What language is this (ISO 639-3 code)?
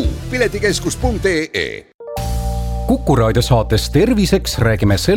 est